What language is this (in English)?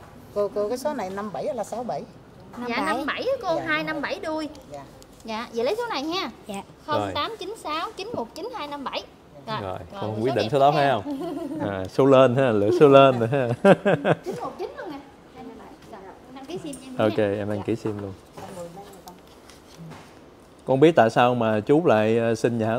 Vietnamese